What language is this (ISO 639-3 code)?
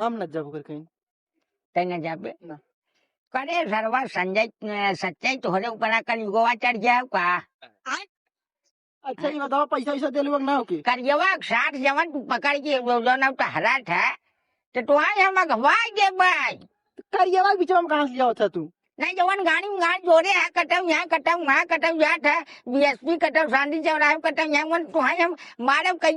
bho